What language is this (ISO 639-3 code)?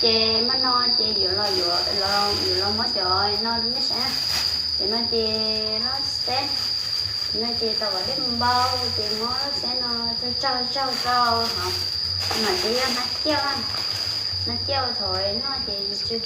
hmn